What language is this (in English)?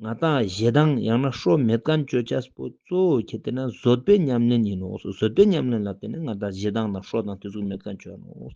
Ladakhi